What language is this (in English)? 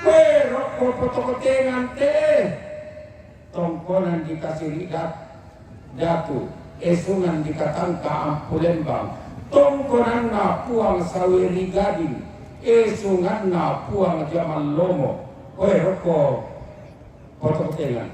Toraja-Sa'dan